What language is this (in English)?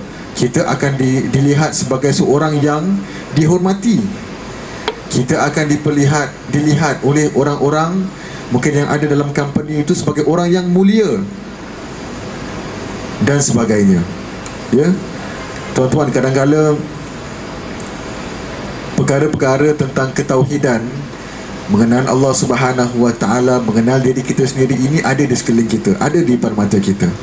Malay